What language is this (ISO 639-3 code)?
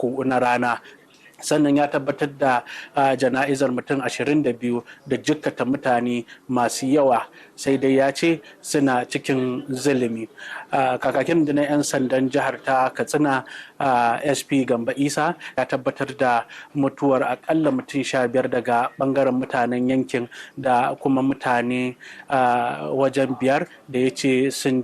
hau